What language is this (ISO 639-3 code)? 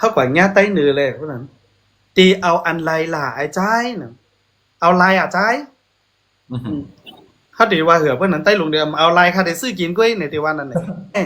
shn